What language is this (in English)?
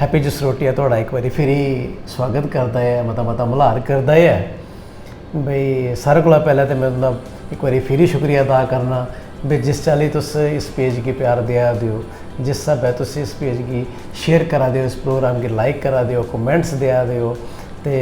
Dogri